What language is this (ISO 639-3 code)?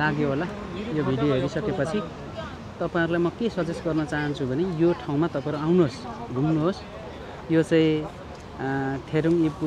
nep